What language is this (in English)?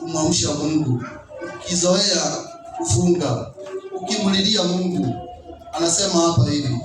Swahili